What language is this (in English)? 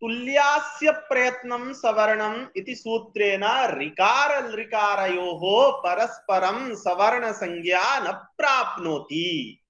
Sanskrit